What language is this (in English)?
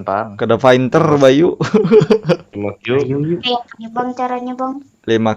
Banjar